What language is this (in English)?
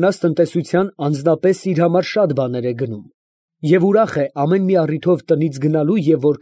Armenian